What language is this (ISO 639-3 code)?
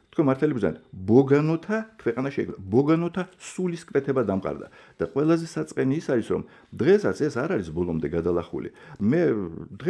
kat